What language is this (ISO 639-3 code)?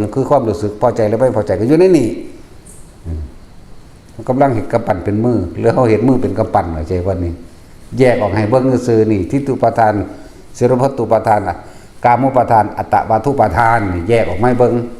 tts